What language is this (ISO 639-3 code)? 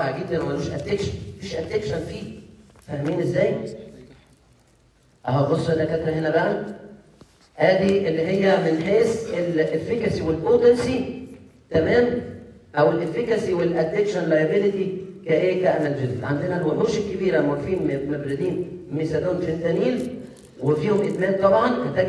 arz